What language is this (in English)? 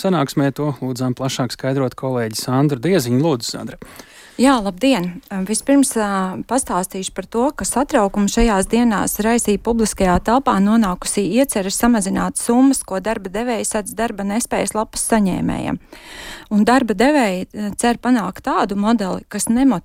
Latvian